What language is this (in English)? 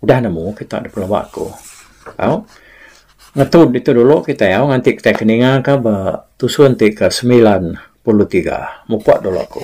Iban